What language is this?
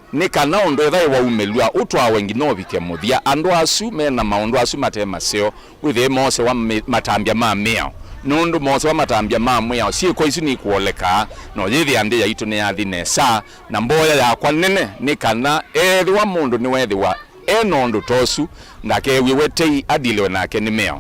Kamba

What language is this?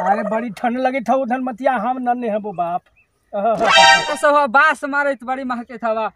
Magahi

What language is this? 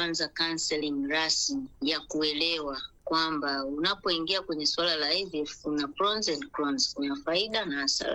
Swahili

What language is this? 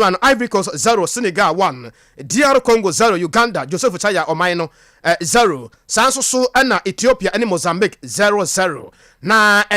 Akan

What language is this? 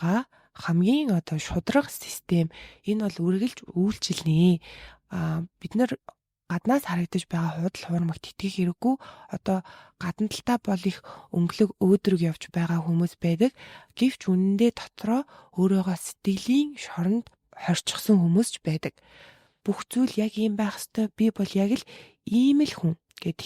Mongolian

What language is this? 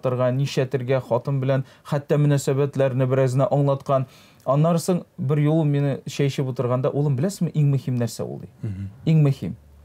Tatar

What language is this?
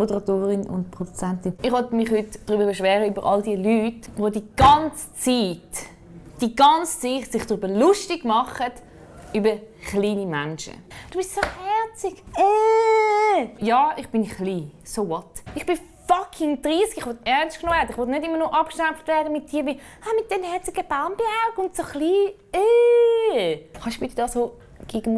Swiss German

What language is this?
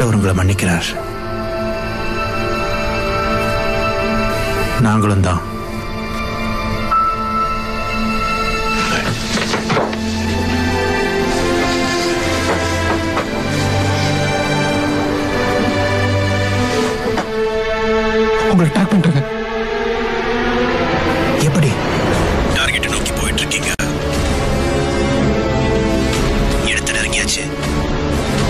Tamil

